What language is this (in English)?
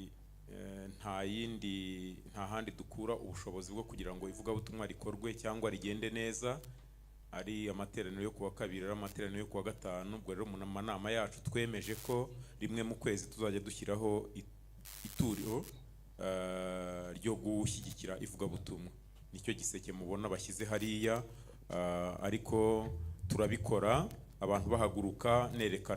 Kinyarwanda